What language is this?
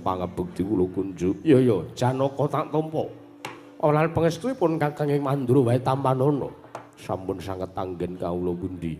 Javanese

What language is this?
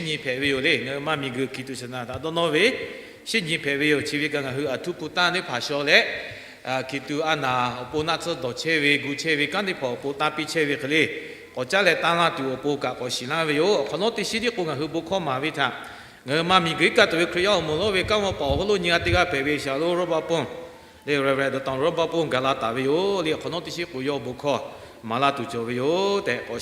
Lahu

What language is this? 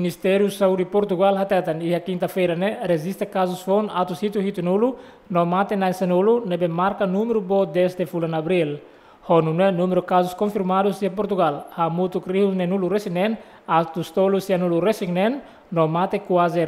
Tetum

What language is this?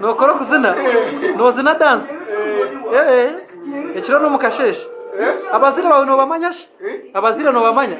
Nyankole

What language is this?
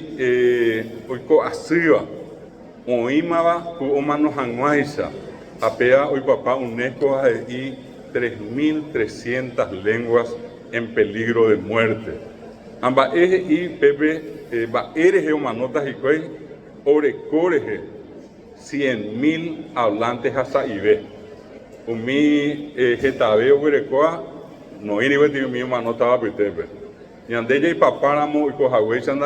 Guarani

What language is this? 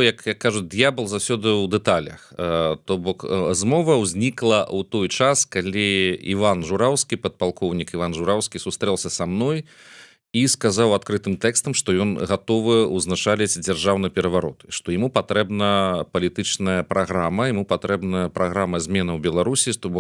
Belarusian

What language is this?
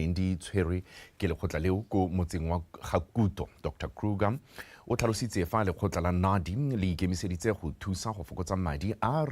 Tswana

